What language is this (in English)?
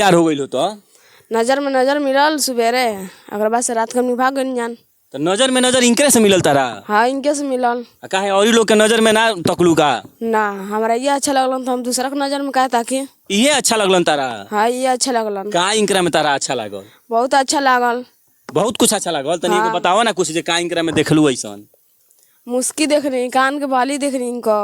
Bhojpuri